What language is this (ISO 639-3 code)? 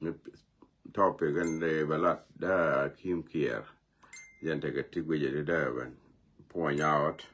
nus